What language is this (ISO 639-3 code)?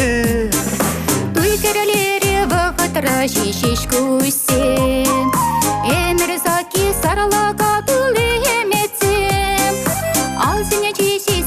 chv